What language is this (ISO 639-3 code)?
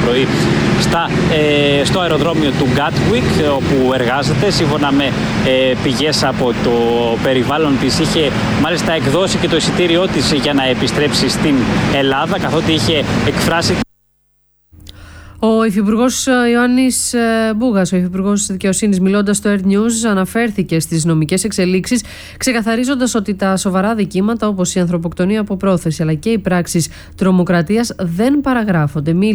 ell